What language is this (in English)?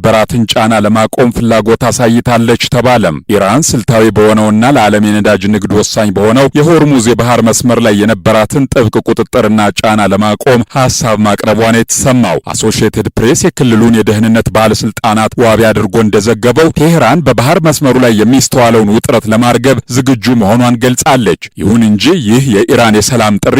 Amharic